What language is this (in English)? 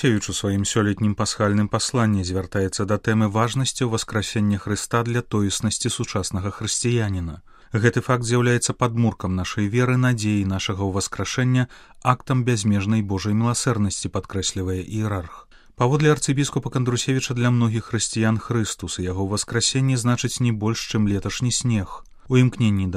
Belarusian